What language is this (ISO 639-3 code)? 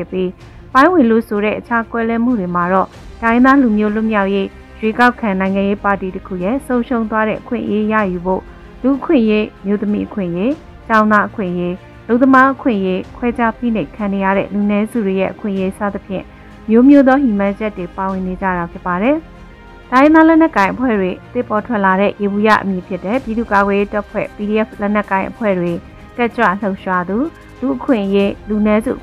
mya